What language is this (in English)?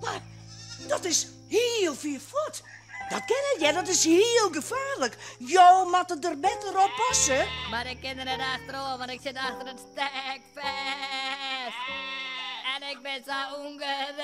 Western Frisian